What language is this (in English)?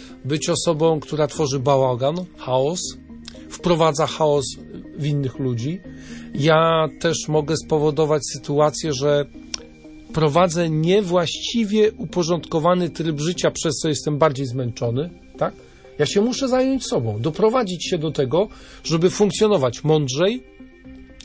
Polish